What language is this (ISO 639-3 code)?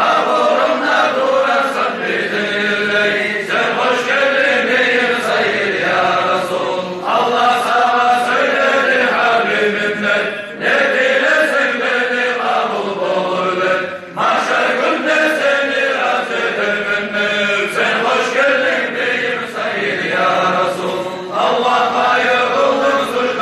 kum